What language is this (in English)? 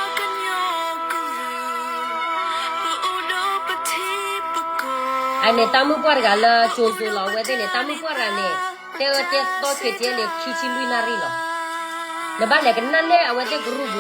S'gaw Karen